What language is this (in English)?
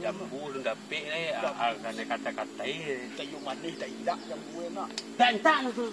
Minangkabau